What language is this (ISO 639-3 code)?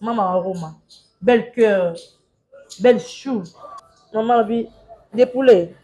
lin